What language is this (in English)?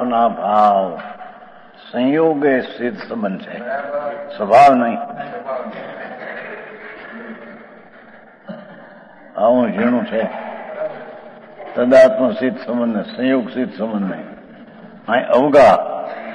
Gujarati